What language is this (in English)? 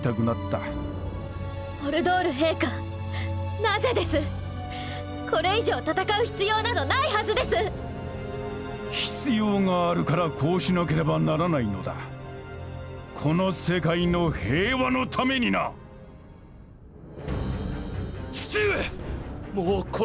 Japanese